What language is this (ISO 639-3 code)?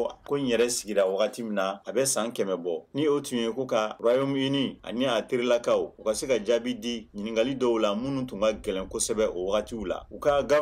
bam